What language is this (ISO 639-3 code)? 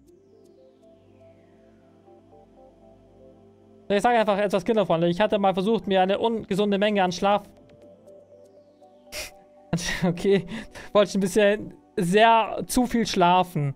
deu